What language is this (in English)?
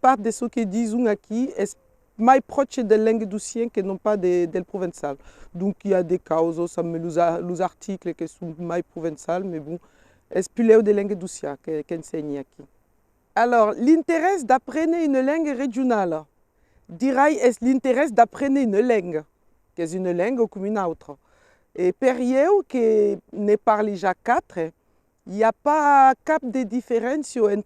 Occitan